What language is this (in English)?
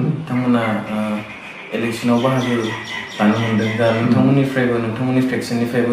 Bodo